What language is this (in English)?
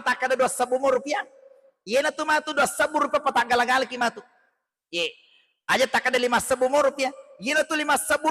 Buginese